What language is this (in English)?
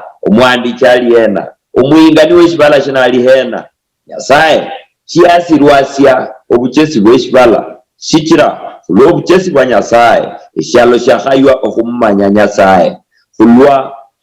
Luyia